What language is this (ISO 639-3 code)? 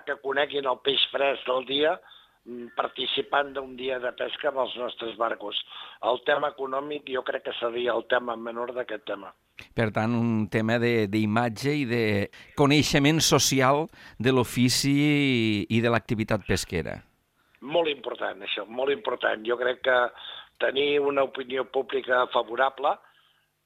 cat